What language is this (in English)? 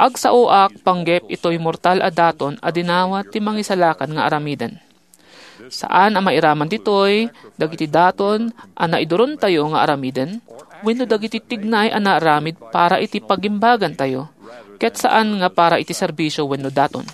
Iloko